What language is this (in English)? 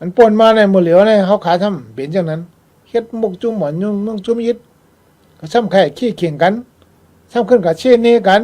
Shan